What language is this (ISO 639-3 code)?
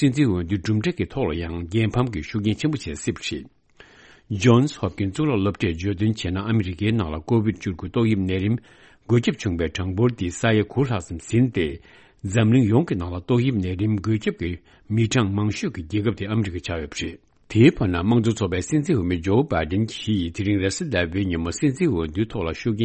bod